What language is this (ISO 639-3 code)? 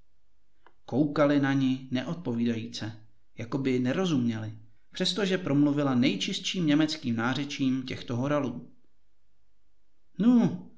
ces